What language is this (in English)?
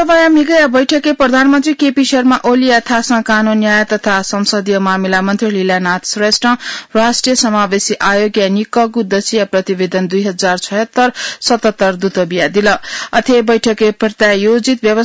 Newari